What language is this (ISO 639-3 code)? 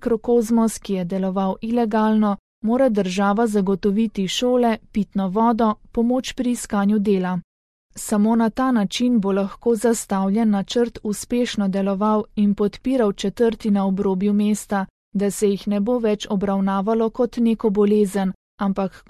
slv